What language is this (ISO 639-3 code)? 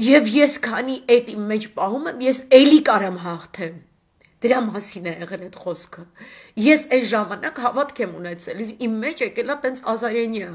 hye